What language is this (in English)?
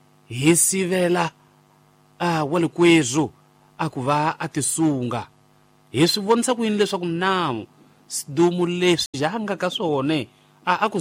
Tsonga